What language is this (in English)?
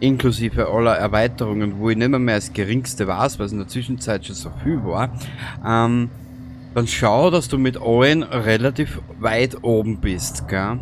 Bavarian